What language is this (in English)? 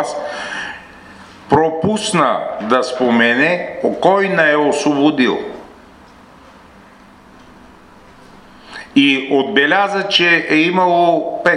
Bulgarian